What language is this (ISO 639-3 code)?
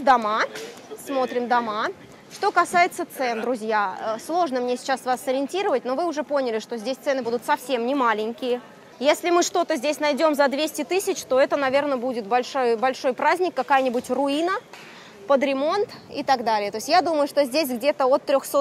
rus